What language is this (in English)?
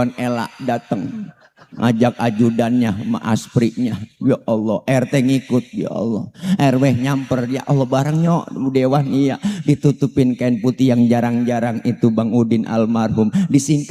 Betawi